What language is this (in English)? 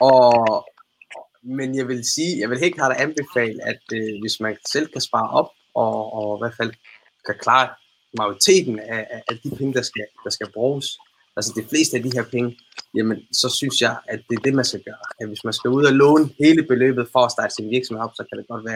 Danish